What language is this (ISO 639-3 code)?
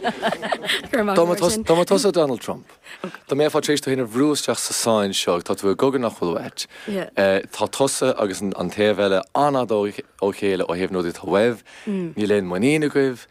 gle